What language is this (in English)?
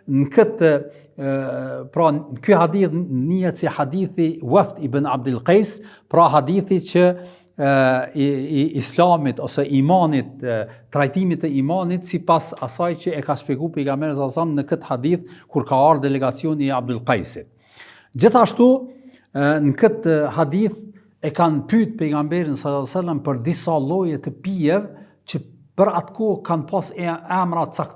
Albanian